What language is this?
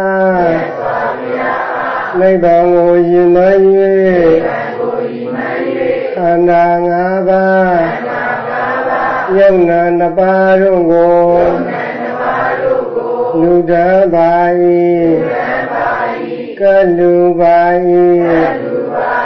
Burmese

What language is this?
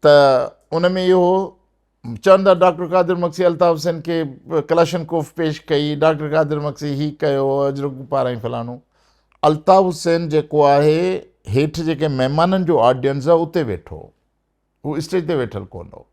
Sindhi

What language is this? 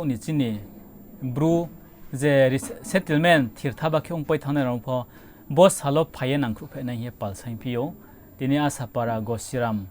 Riang (India)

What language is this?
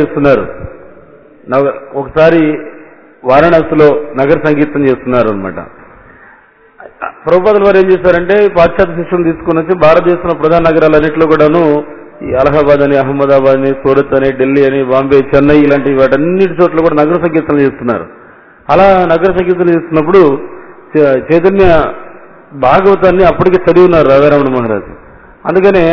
Telugu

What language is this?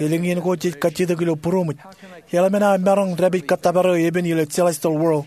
Marshallese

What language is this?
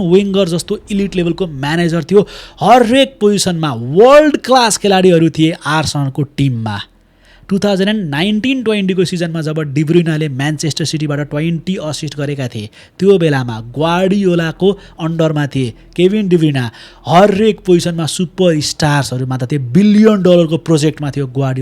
Nepali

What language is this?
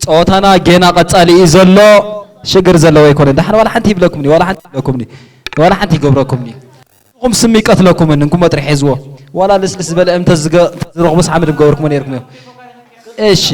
Tigrinya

